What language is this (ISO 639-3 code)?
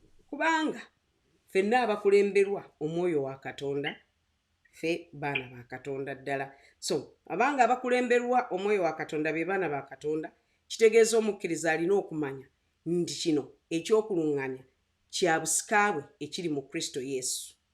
lug